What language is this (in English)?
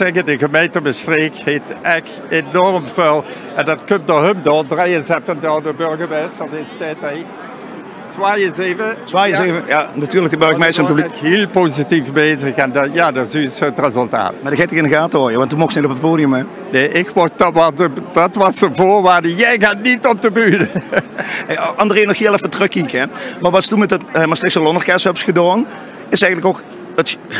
Limburgish